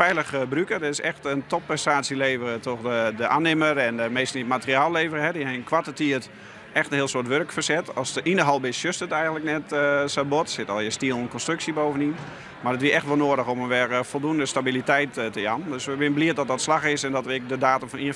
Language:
Western Frisian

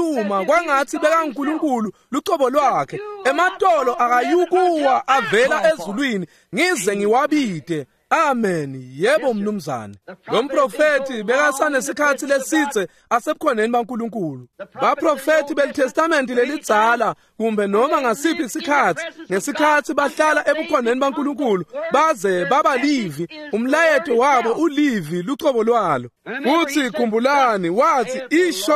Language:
Swati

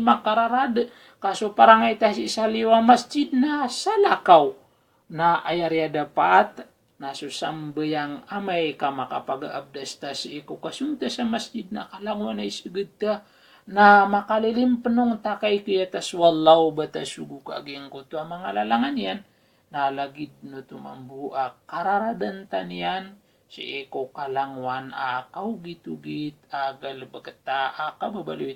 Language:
Maranao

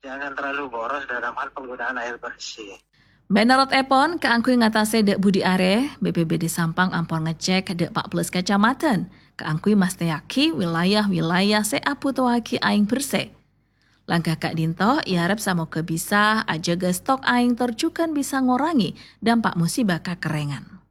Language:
Madurese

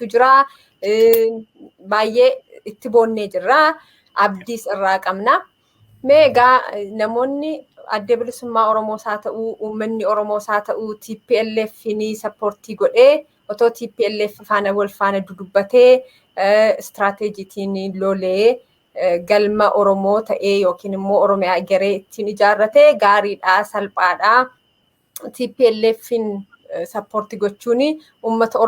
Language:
Oromo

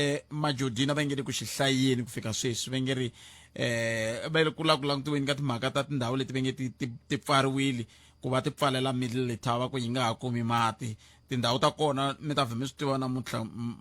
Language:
Tsonga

